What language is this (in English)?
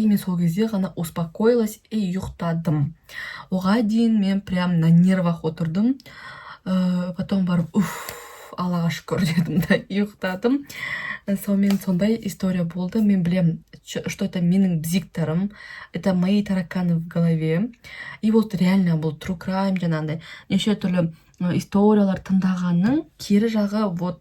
Kazakh